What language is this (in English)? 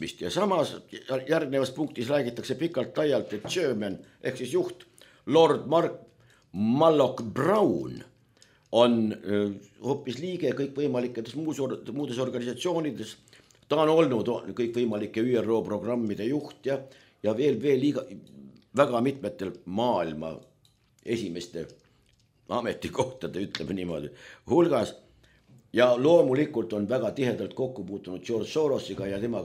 Estonian